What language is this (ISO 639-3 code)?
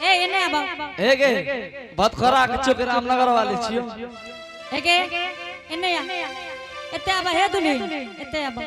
anp